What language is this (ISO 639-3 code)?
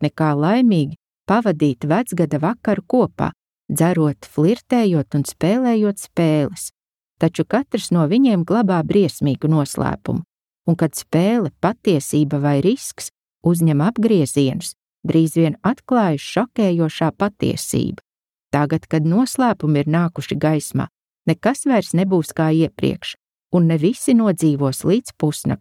lav